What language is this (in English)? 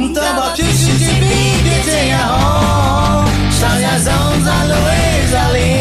Akha